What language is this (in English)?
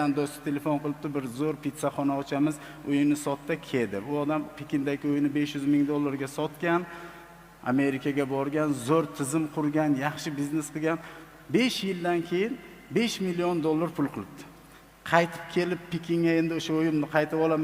Uzbek